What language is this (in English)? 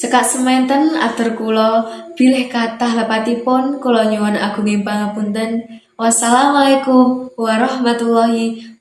Javanese